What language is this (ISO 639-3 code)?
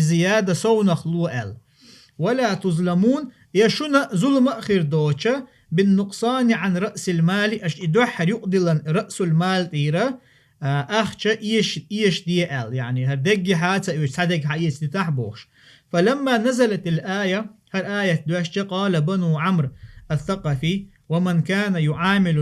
che